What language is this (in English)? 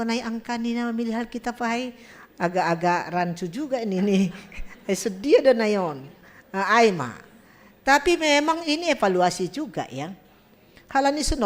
Batak Simalungun